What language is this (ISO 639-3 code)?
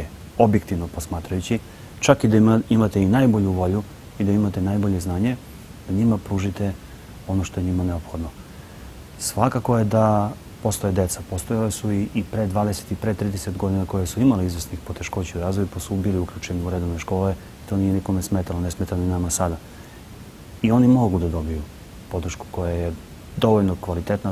srp